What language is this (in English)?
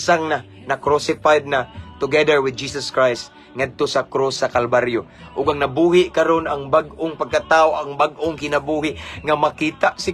Cebuano